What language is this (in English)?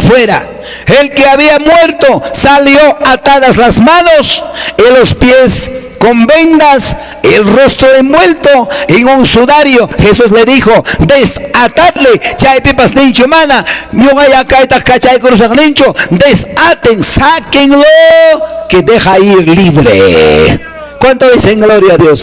Quechua